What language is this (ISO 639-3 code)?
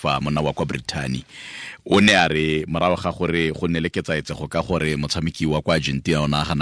tsn